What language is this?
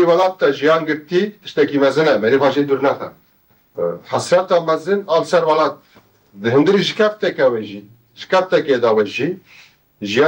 Kurdish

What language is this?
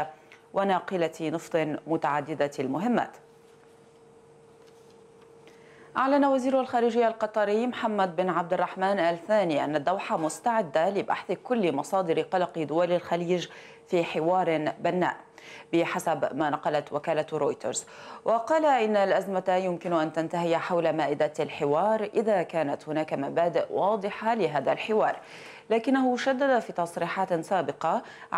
Arabic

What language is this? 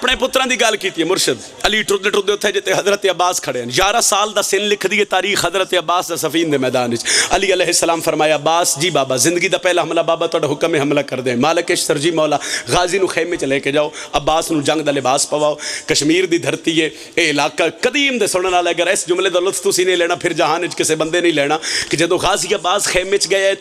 Pahari-Potwari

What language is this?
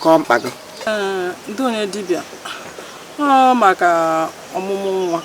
Igbo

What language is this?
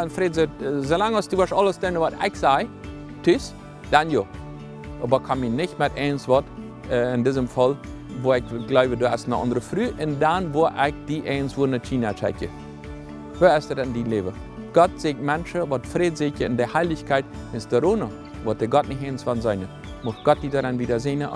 Plautdietsch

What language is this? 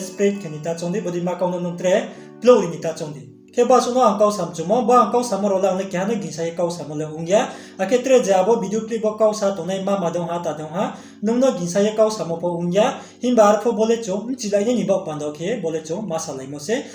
Riang (India)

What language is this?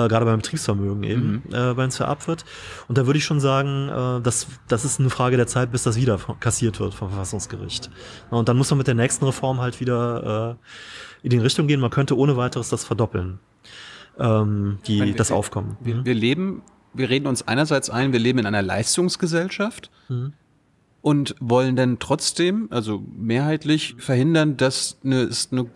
German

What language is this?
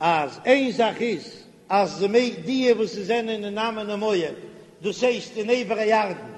Yiddish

